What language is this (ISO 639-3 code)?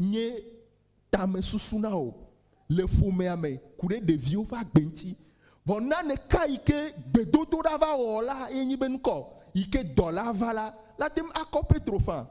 ewe